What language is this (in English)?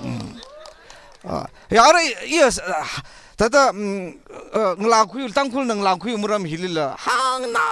Tangkhul Naga (India)